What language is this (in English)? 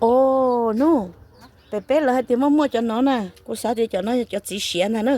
Hmong